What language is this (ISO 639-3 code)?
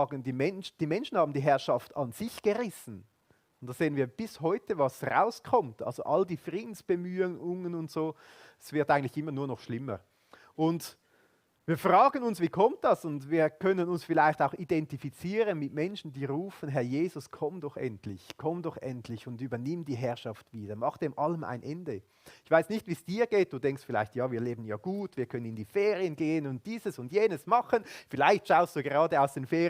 gsw